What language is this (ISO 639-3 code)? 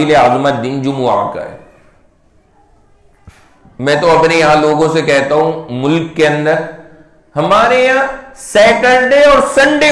urd